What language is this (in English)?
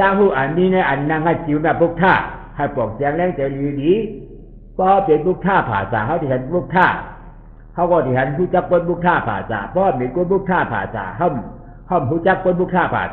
Shan